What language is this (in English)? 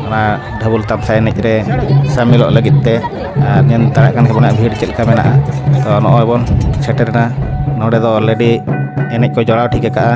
Santali